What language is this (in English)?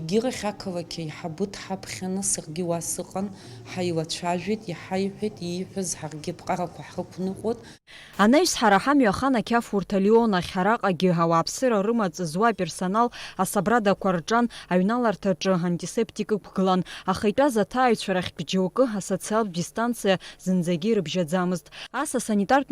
Abkhazian